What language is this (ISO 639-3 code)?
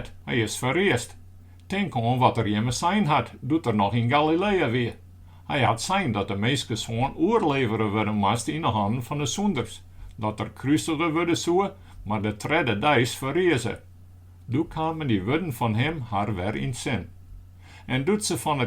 fry